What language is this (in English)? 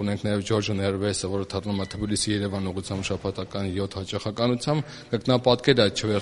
Armenian